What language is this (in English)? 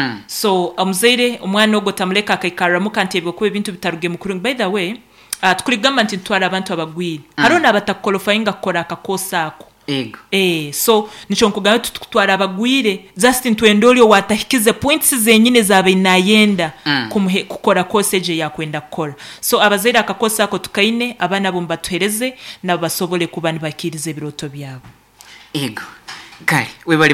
Nyankole